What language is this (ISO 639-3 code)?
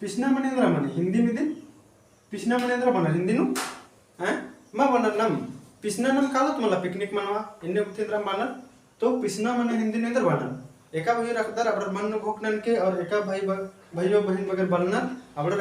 kru